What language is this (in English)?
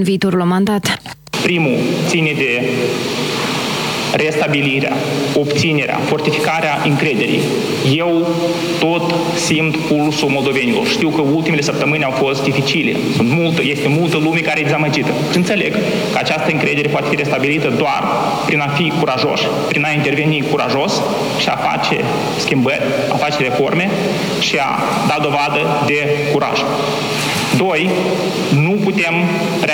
Romanian